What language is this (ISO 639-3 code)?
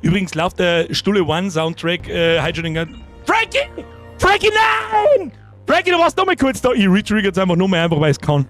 bar